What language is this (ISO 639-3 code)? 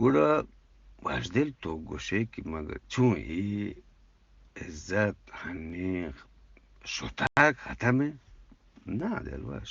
bgp